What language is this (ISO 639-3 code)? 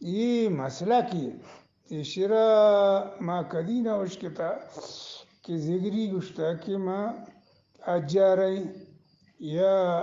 bgp